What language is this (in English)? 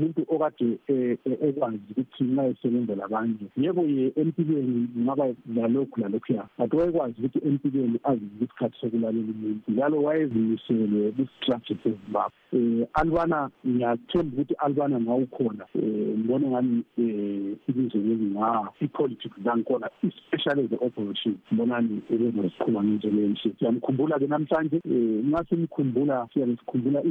North Ndebele